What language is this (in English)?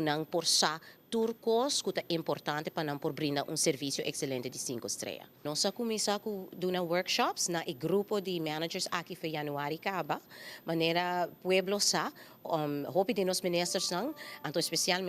Papiamento